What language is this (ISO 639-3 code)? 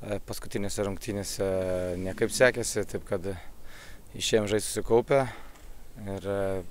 lit